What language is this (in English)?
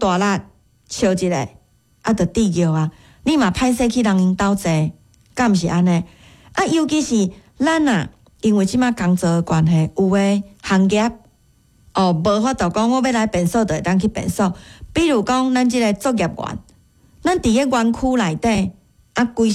Min Nan Chinese